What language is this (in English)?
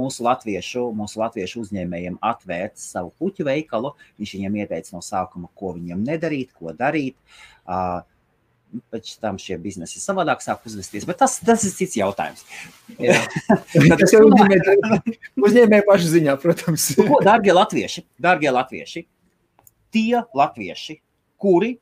Latvian